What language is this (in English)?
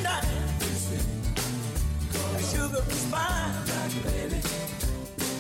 English